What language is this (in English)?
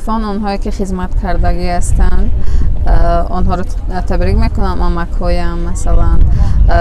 Tajik